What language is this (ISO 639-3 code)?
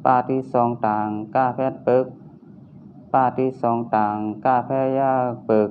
shn